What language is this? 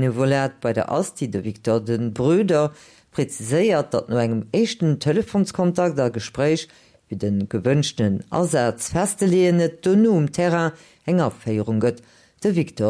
Luxembourgish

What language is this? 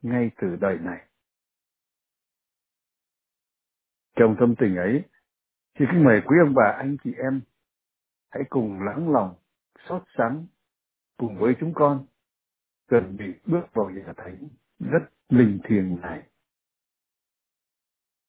Vietnamese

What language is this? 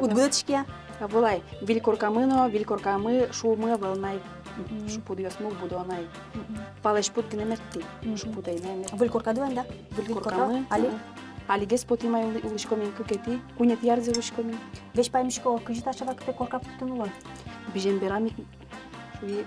Udmurt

